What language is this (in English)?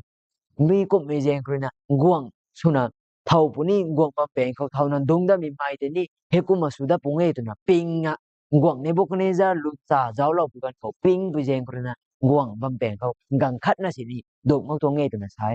Rongmei Naga